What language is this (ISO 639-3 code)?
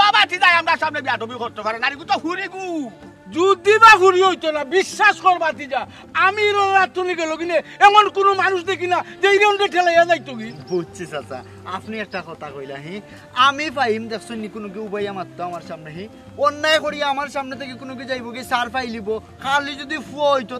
syl